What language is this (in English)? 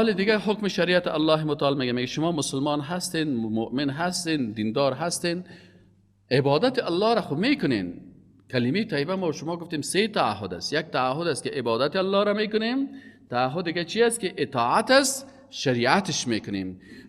Persian